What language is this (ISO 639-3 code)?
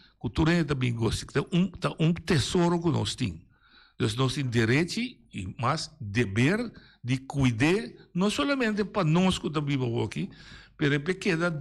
pap